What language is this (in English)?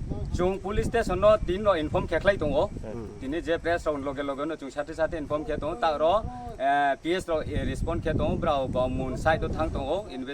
Riang (India)